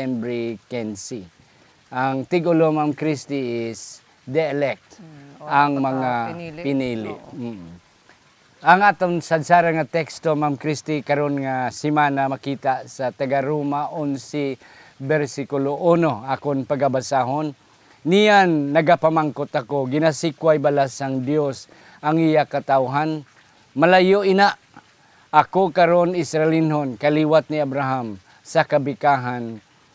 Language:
Hiligaynon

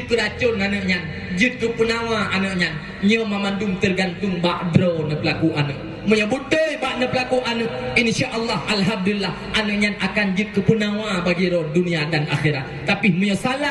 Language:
Achinese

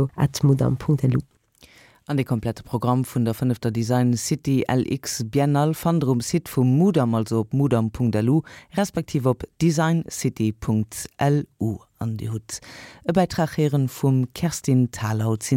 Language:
Luxembourgish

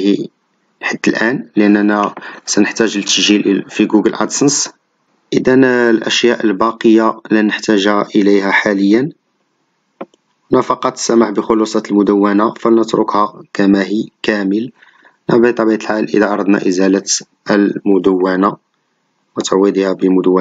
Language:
Arabic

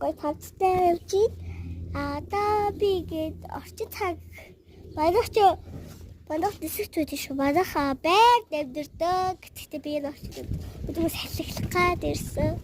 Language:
Mongolian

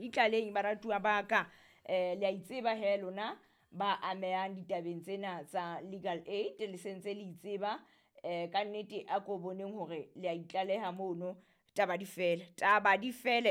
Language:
Southern Sotho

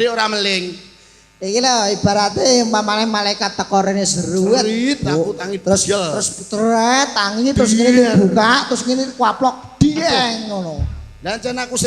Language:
Javanese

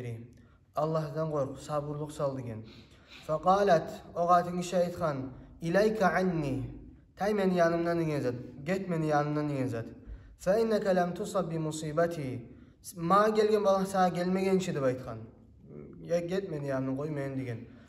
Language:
Kumyk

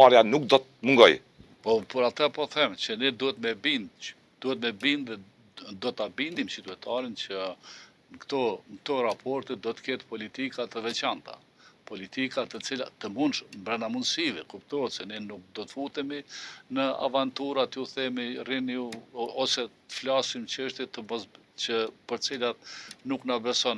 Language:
Albanian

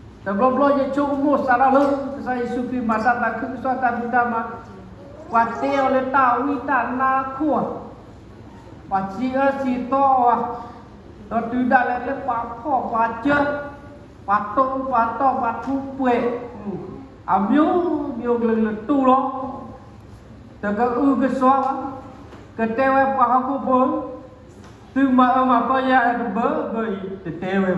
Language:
S'gaw Karen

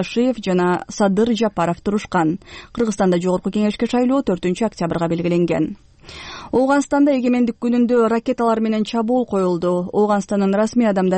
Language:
Kyrgyz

